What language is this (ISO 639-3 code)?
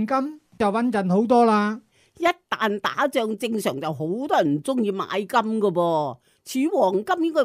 yue